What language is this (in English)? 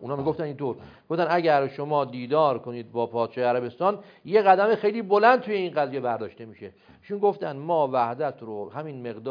Persian